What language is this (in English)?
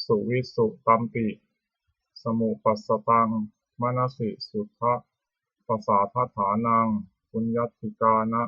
Pali